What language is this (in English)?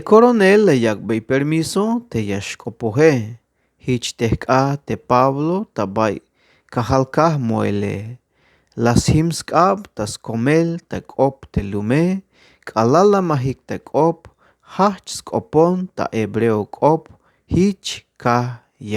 Tzeltal